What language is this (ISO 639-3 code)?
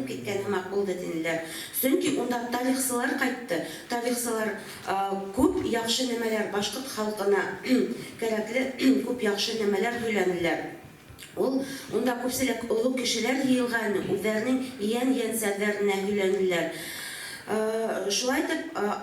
bak